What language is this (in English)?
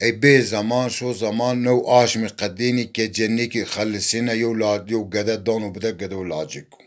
Zaza